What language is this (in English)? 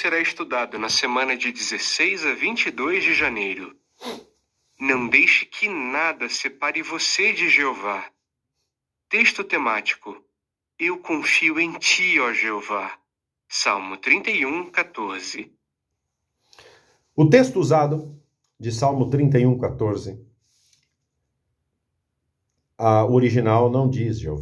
Portuguese